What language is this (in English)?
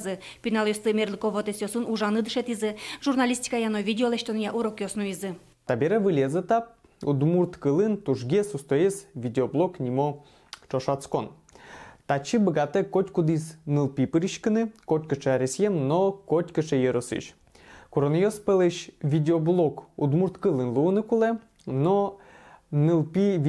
Udmurt